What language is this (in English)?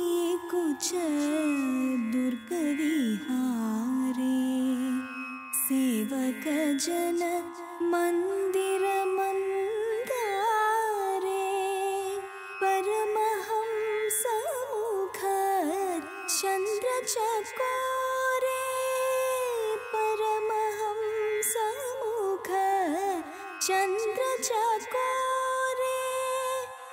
Malayalam